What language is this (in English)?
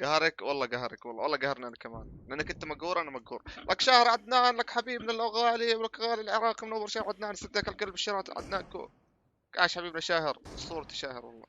North Levantine Arabic